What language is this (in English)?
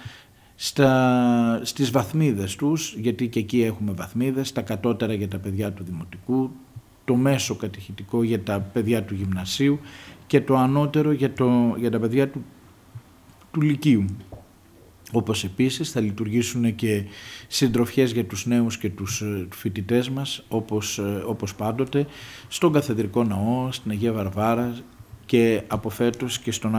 Greek